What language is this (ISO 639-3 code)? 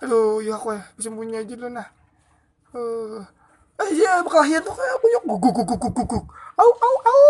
bjn